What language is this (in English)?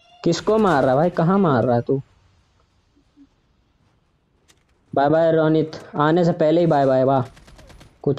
Hindi